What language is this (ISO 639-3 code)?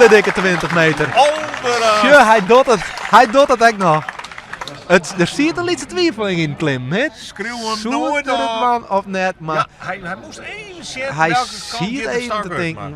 fry